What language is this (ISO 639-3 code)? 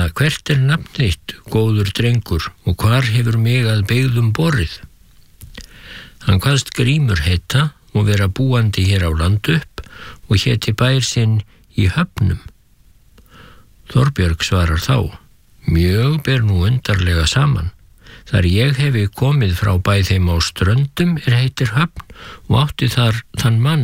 isl